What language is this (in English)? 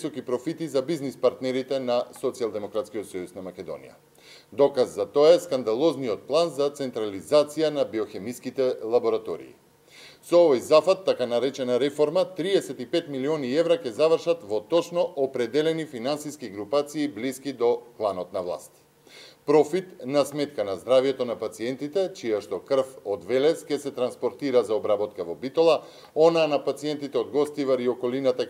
Macedonian